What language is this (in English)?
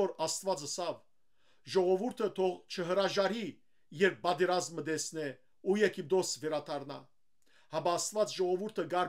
Western Armenian